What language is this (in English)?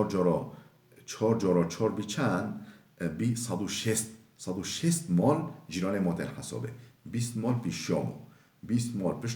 Kurdish